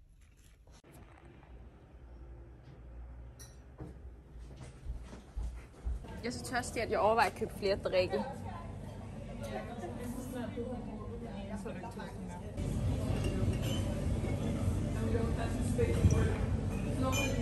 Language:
Danish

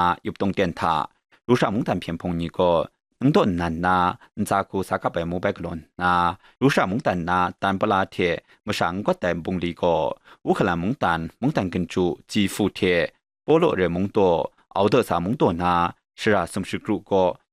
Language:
Kachin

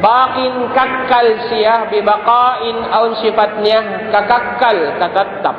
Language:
Tausug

